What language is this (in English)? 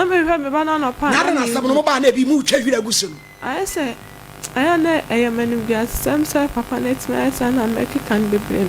Akan